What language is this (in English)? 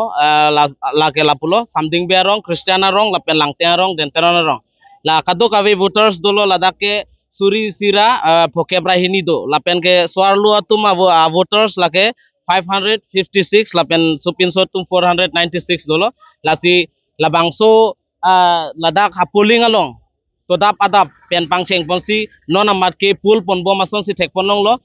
Karbi